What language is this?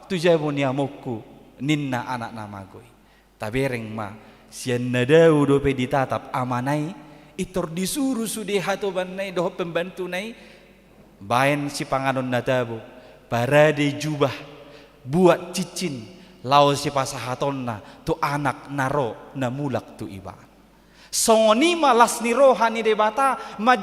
Batak Toba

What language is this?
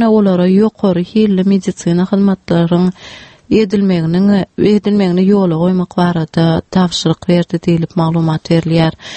Turkmen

